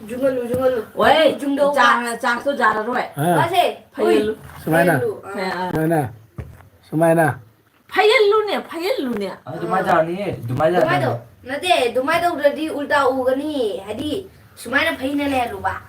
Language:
Manipuri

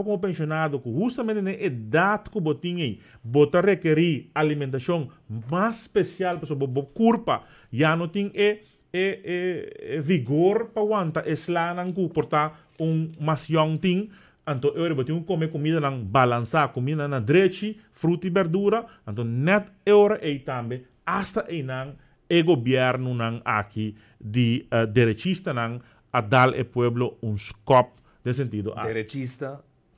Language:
Papiamento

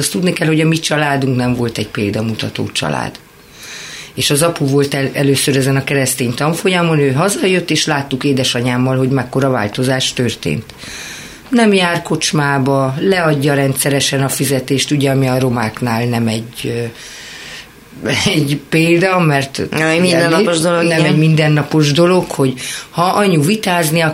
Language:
Hungarian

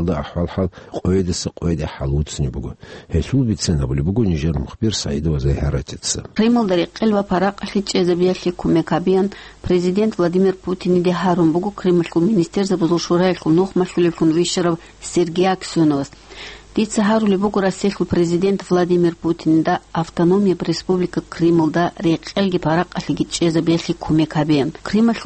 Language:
Avaric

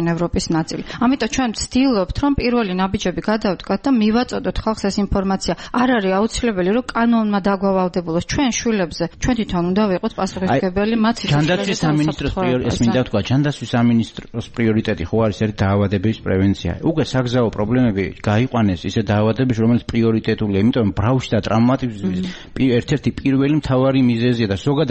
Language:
Georgian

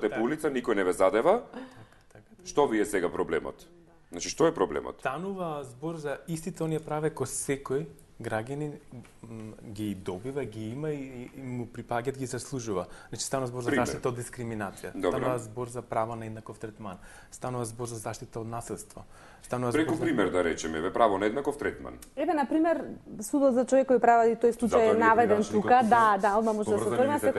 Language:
Macedonian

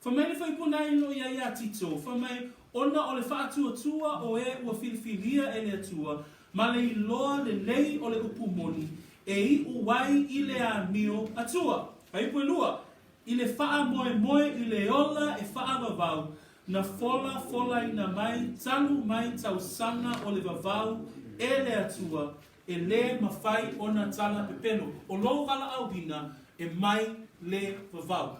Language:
Samoan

